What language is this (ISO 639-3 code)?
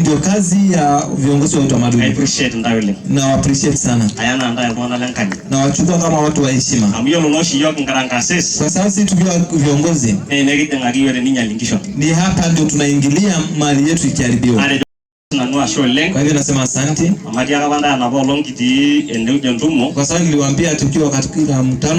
mas